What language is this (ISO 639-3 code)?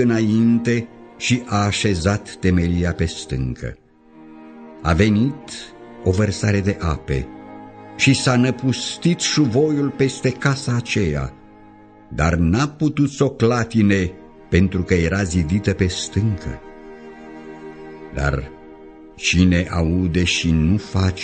ron